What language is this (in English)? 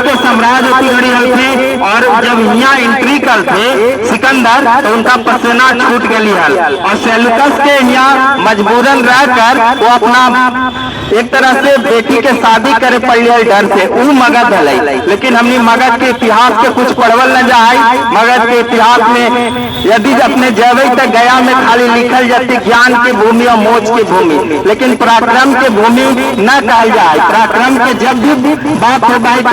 Magahi